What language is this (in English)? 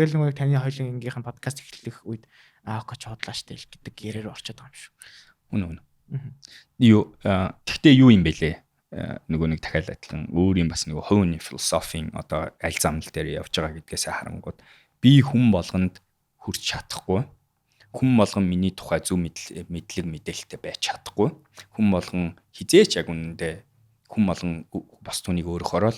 Mongolian